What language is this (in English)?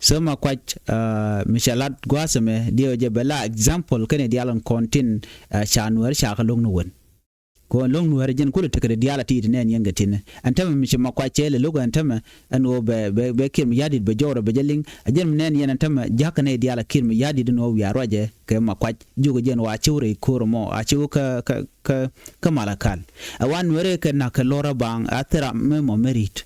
Nuer